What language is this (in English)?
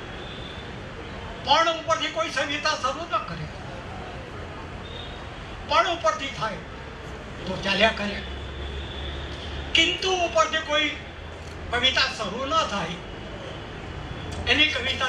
Gujarati